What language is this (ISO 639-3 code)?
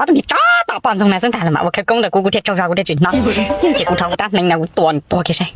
hmn